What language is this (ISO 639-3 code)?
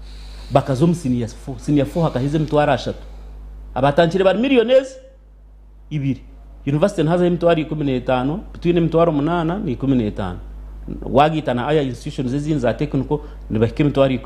nyn